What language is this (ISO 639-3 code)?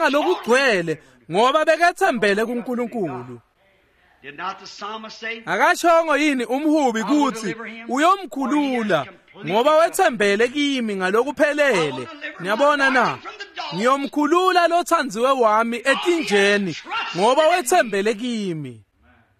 ssw